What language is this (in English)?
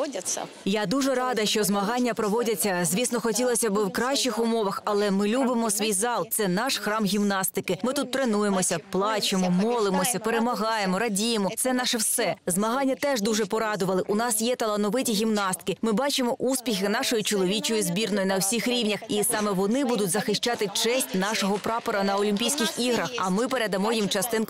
Ukrainian